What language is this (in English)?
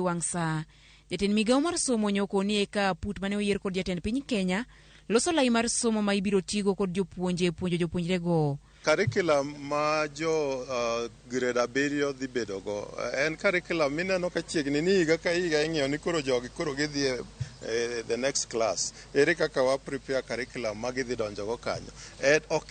Luo (Kenya and Tanzania)